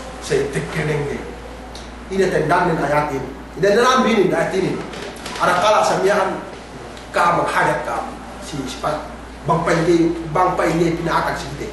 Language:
Yakan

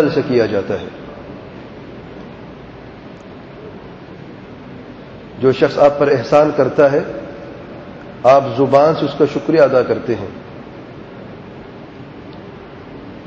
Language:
Urdu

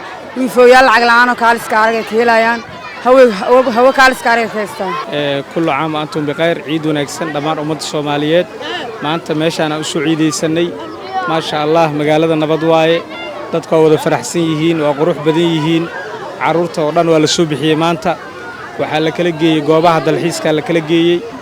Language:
Somali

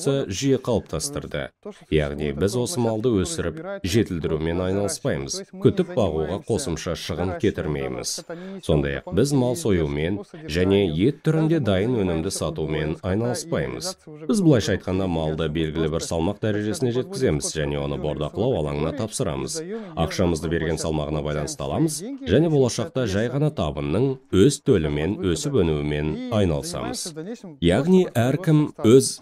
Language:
Kazakh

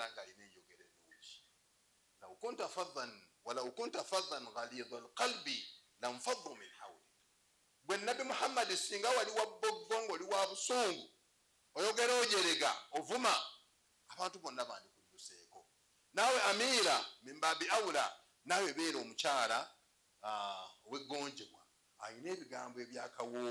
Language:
Ganda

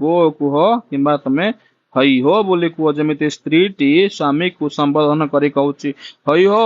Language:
Odia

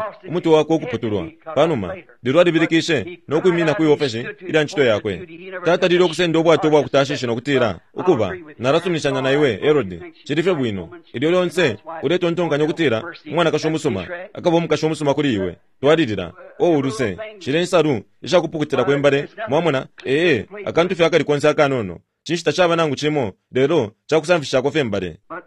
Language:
Bemba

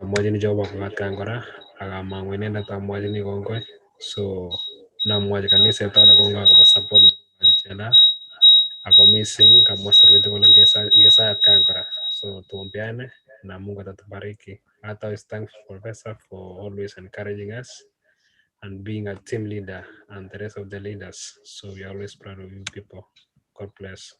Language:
Kalenjin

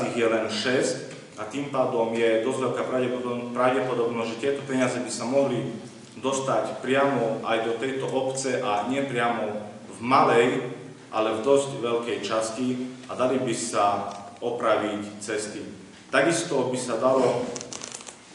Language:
Slovak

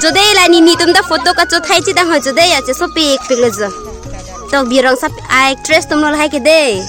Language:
Karbi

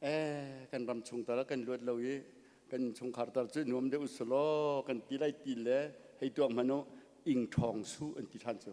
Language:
Hakha Chin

